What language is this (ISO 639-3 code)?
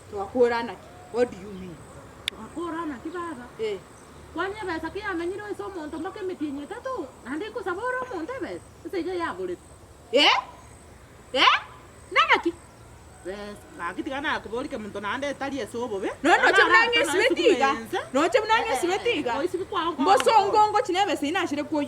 guz